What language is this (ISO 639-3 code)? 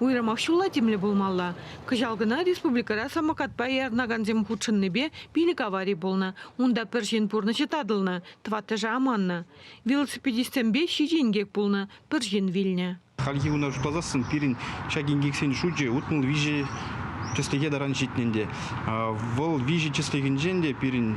chv